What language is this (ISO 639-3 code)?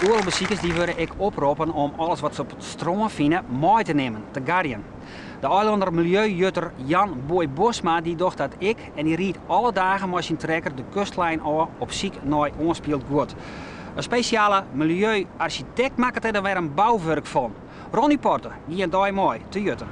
fry